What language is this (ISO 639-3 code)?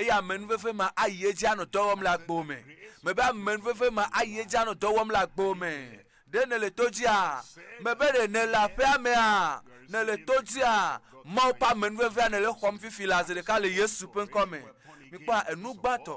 ewe